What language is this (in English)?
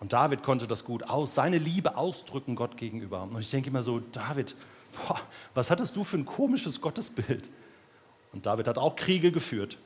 Swiss German